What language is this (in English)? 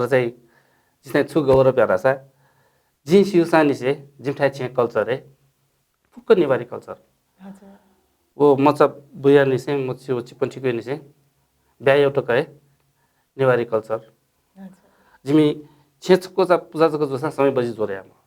Newari